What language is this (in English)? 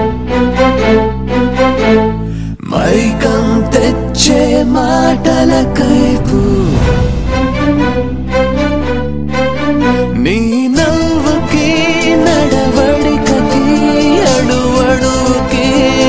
Telugu